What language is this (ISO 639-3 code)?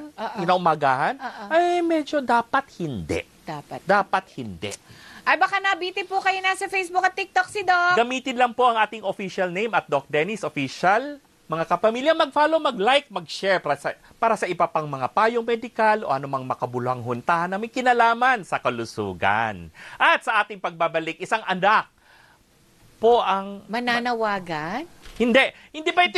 fil